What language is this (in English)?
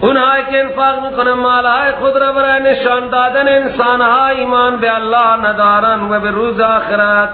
Persian